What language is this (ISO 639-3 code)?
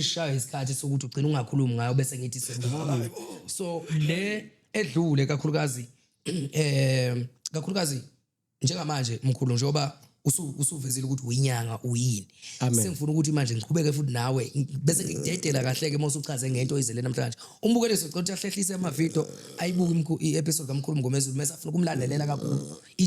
zul